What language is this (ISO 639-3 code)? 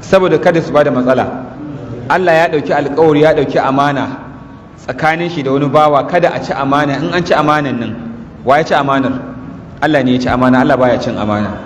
hau